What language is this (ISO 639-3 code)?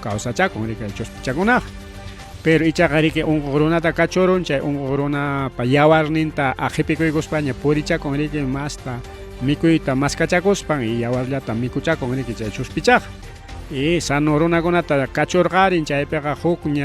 quy